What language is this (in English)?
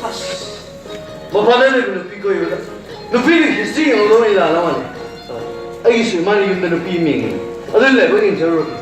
Manipuri